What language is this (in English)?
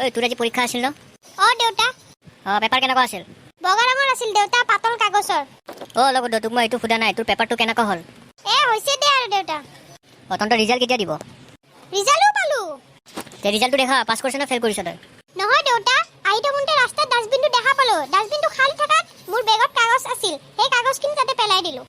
Assamese